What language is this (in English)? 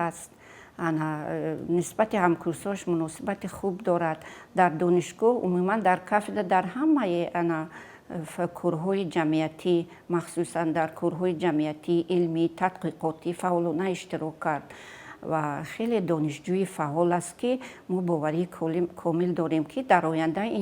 Tajik